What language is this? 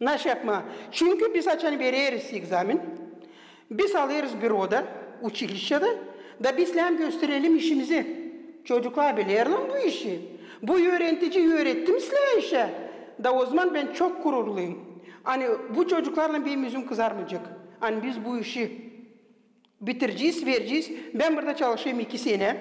Gagauz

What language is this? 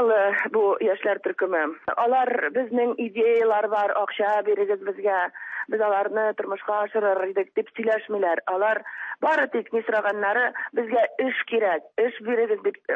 Tatar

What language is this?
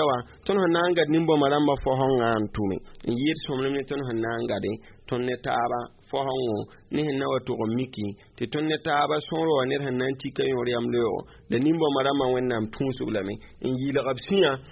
Mossi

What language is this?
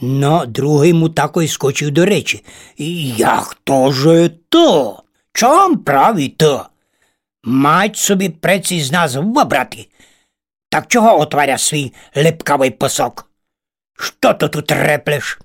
Rusyn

